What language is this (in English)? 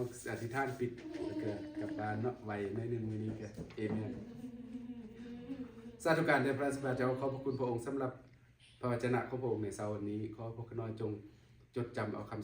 Lao